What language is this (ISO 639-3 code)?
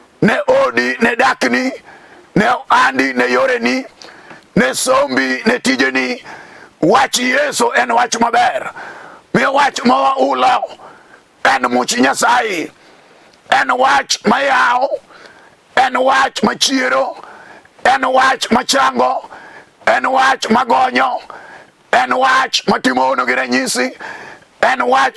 luo